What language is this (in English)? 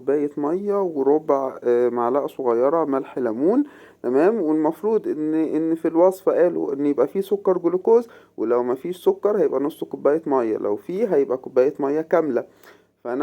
Egyptian Arabic